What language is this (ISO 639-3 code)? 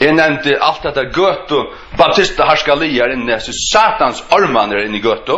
fao